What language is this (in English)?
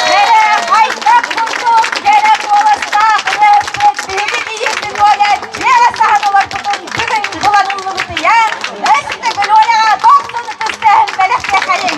Yakut